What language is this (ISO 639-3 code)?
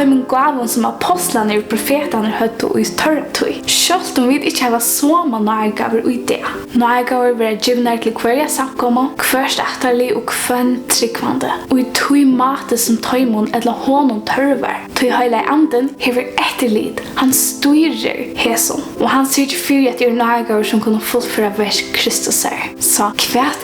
fao